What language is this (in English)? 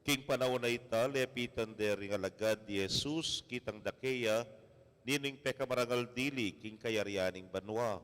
Pampanga